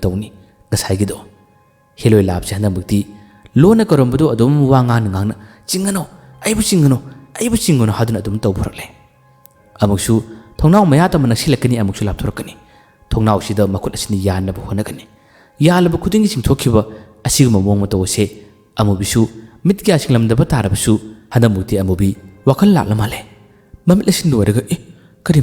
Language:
Manipuri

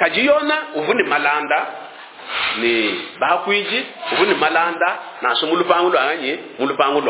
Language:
Luba-Lulua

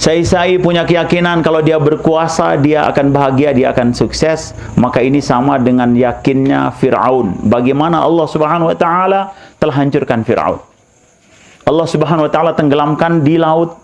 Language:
Sasak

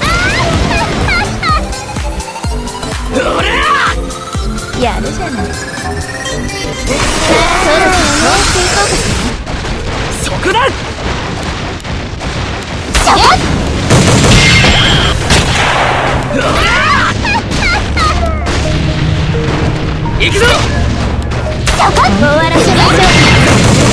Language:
Japanese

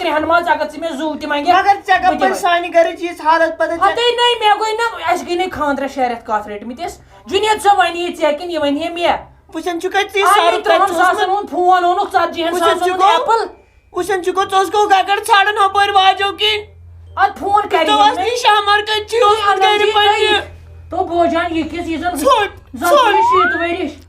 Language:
Kashmiri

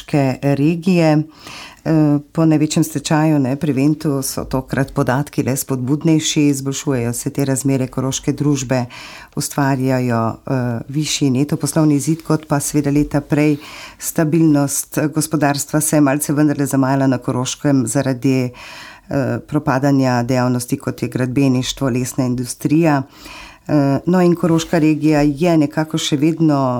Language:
Slovenian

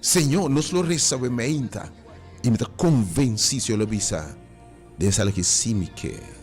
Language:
Papiamento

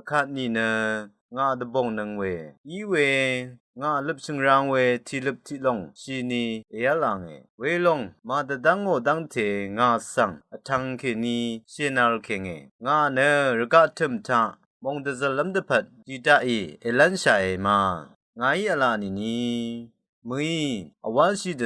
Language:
Rawang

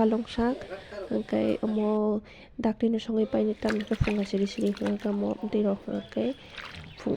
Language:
Kok Borok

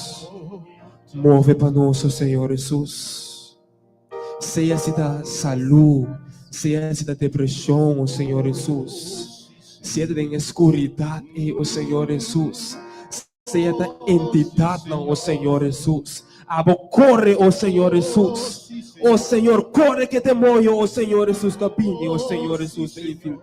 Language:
Papiamento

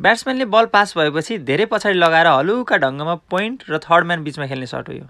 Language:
Nepali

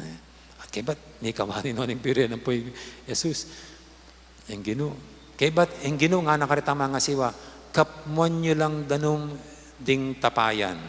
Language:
Pampanga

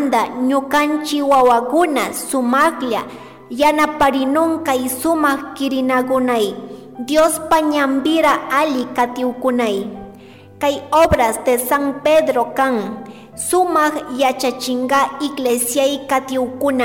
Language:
Chimborazo Highland Quichua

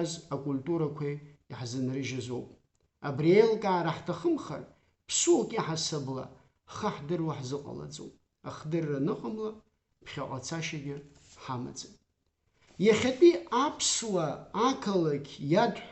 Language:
Abkhazian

